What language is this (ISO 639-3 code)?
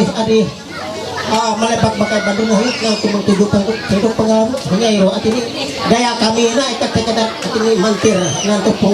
mhy